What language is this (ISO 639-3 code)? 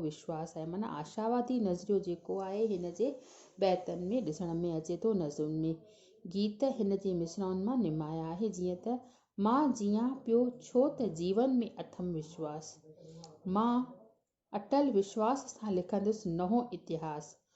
snd